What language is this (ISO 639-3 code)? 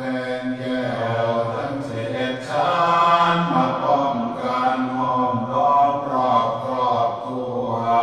pli